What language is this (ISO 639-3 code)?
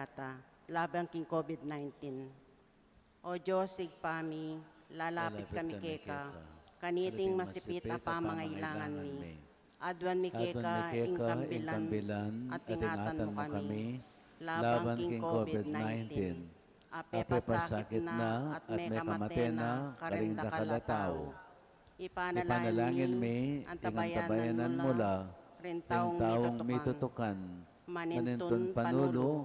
pam